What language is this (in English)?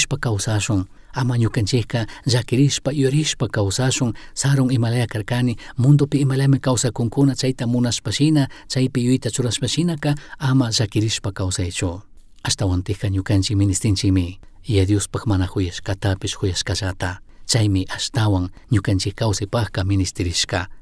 Chimborazo Highland Quichua